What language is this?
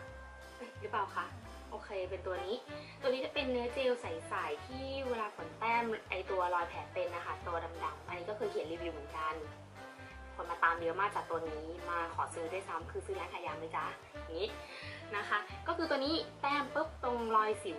Thai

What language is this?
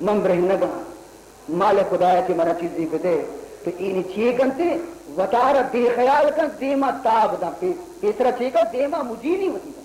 Baluchi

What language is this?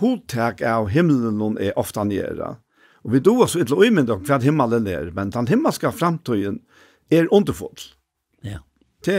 Faroese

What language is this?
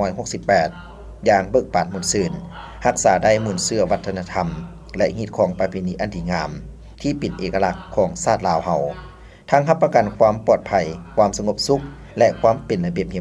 Lao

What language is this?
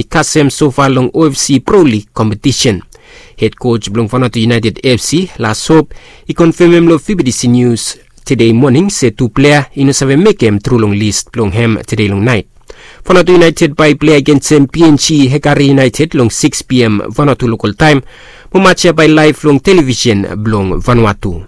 Bislama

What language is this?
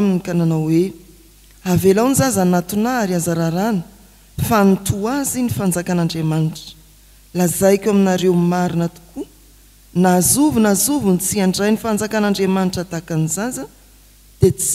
Malagasy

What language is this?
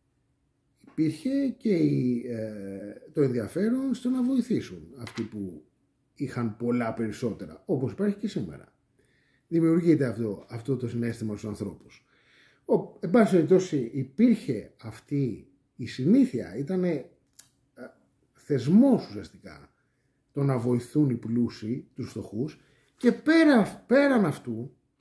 Greek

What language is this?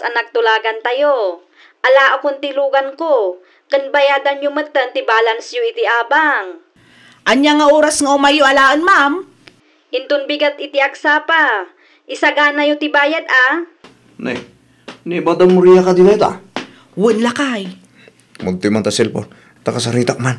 Iloko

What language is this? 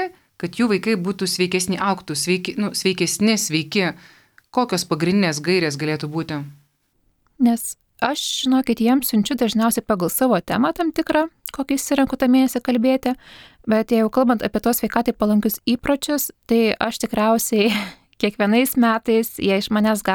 Lithuanian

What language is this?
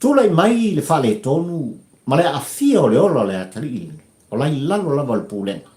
Samoan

